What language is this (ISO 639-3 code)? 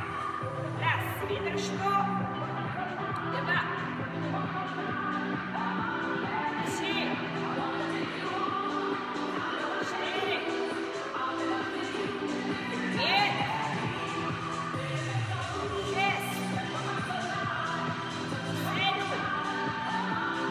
ces